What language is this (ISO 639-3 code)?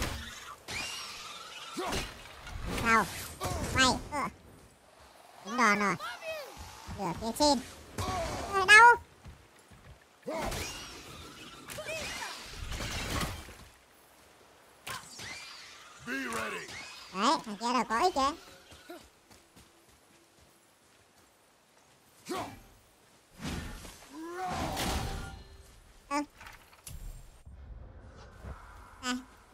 vie